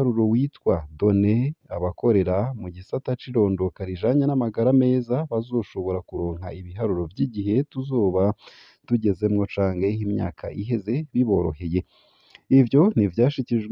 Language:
Rundi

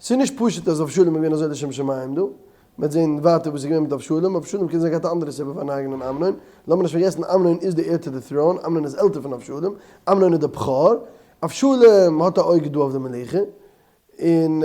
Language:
Yiddish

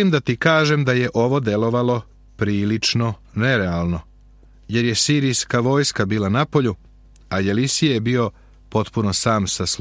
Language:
Serbian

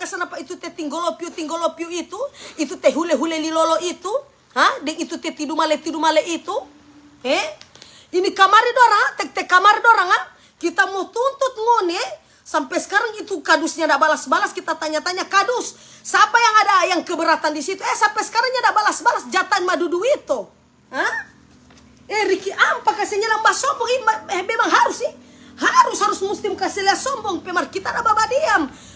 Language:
Manado Malay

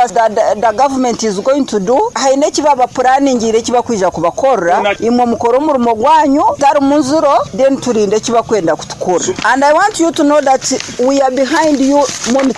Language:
Nyoro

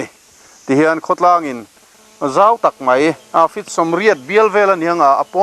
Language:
Mizo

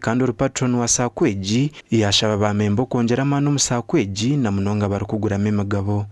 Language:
Nyankole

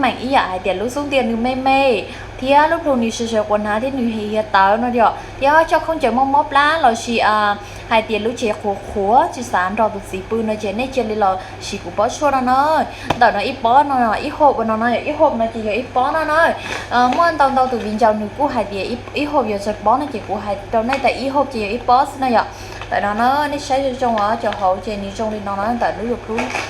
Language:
Hmong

